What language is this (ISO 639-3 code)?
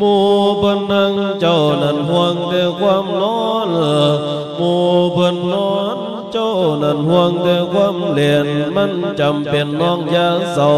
lao